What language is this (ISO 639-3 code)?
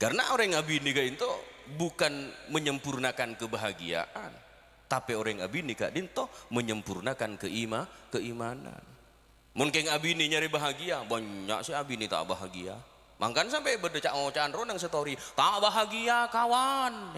mad